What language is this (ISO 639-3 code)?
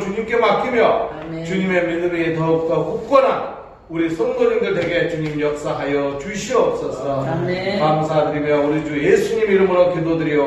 kor